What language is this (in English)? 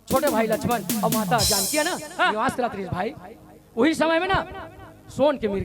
Chhattisgarhi